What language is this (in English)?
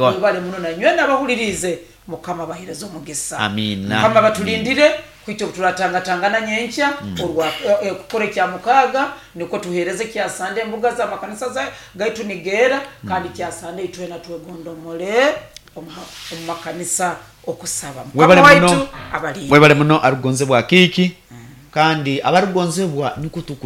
Nyoro